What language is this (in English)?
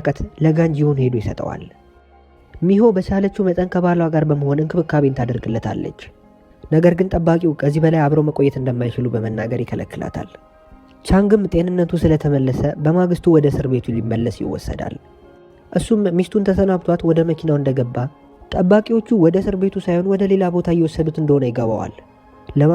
Amharic